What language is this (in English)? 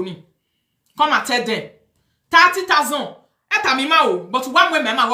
Nigerian Pidgin